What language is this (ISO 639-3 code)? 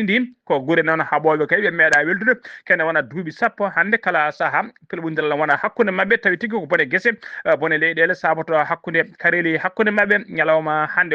ful